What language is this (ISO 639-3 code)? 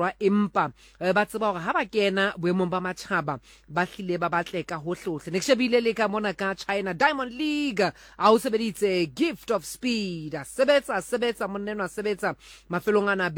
sot